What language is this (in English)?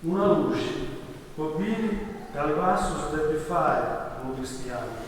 Sardinian